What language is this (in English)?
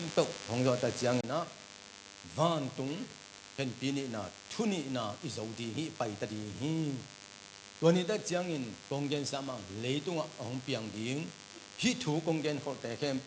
Tedim Chin